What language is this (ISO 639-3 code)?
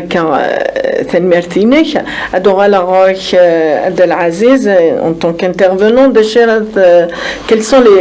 kab